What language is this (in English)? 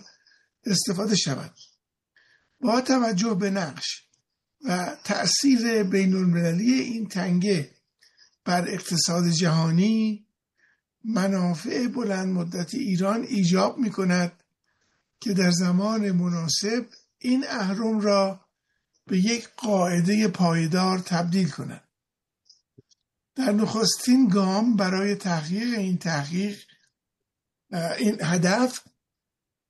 Persian